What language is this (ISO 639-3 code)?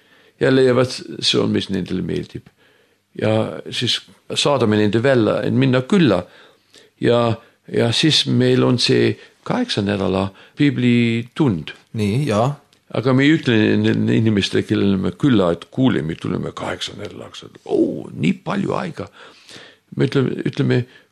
est